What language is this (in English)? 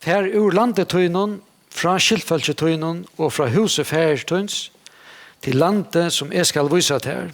Faroese